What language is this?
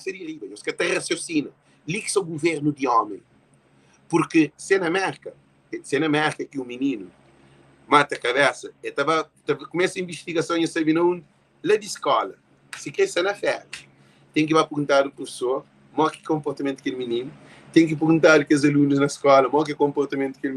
Kabuverdianu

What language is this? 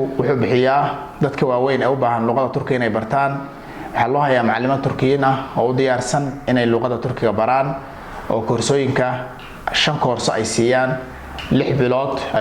Somali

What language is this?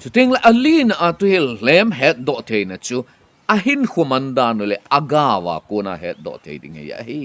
Thado Chin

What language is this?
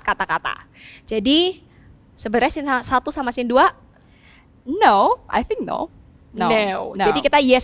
Indonesian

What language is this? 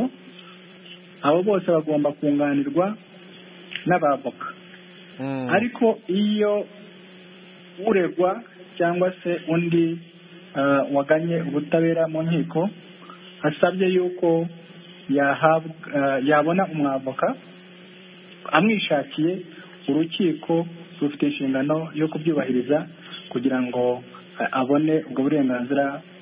Kinyarwanda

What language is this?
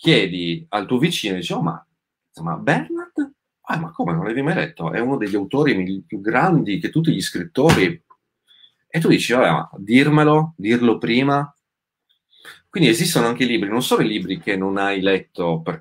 Italian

